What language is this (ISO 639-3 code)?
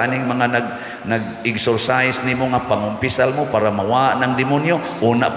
ceb